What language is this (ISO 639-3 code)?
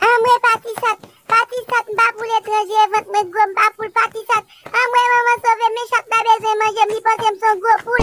hat